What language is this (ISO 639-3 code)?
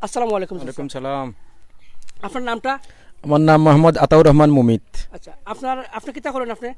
syl